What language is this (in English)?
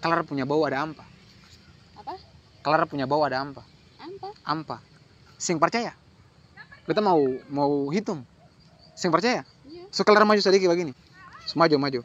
Ambonese Malay